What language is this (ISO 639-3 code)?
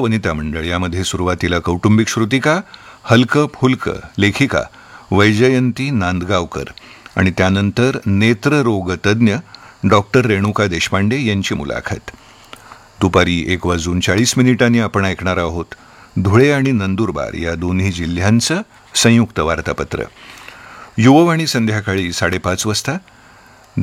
mar